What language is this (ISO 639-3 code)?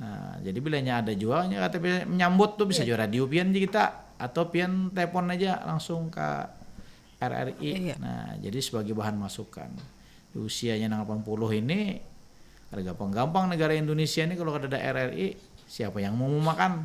bjn